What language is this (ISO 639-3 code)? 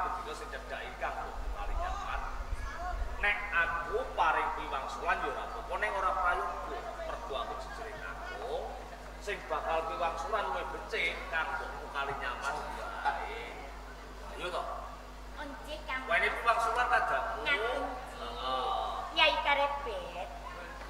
jav